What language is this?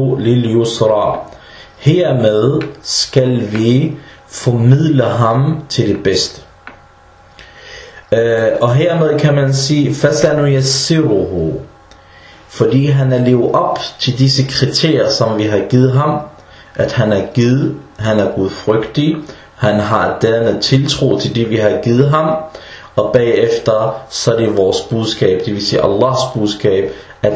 Danish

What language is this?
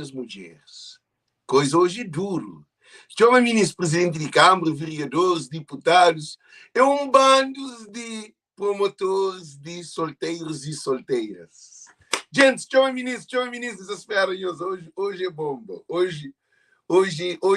Kabuverdianu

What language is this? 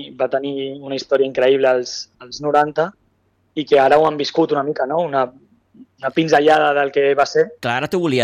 Catalan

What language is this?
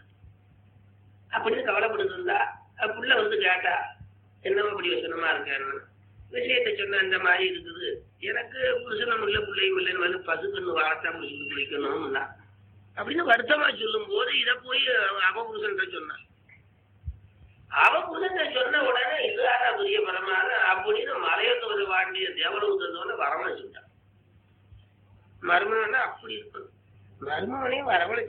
Tamil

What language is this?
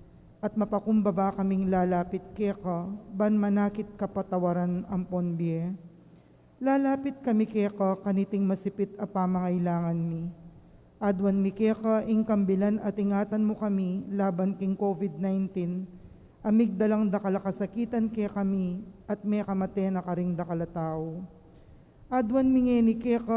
Pampanga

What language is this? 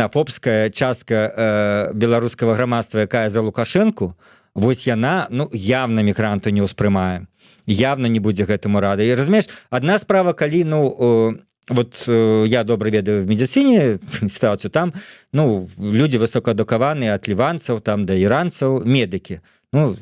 Belarusian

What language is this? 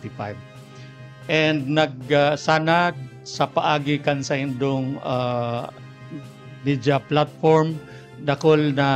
Bikol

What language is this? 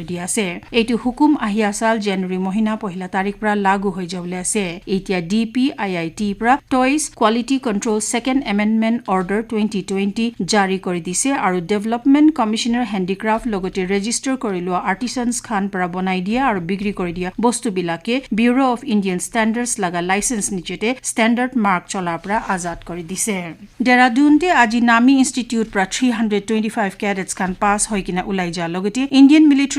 Naga Pidgin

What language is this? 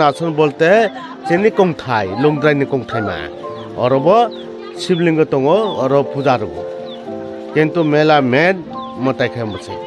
Kok Borok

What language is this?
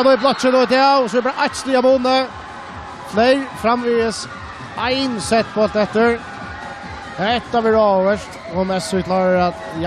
Faroese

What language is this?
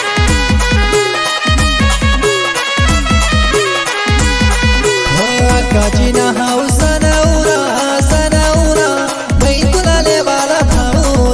Marathi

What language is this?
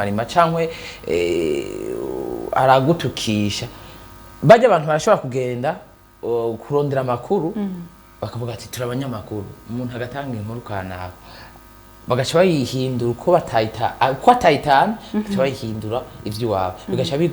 Rundi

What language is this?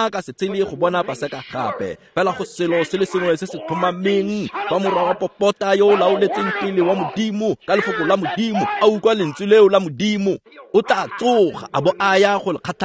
Tswana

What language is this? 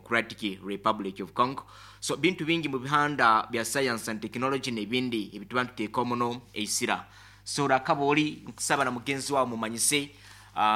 Nyoro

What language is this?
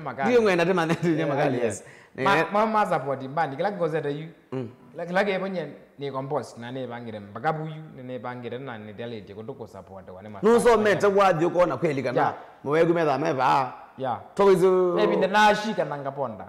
Kamba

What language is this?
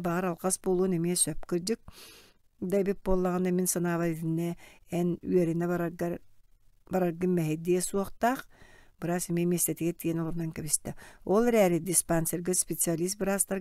Yakut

